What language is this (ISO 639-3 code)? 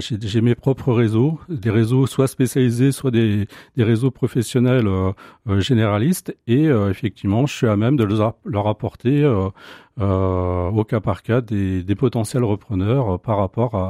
fra